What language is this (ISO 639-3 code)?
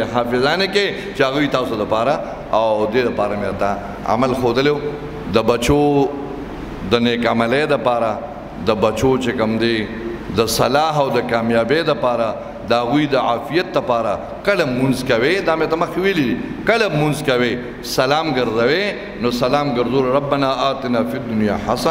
pus